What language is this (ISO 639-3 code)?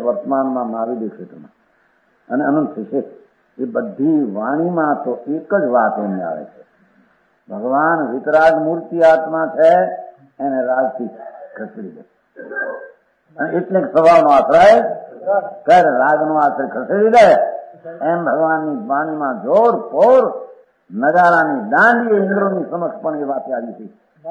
guj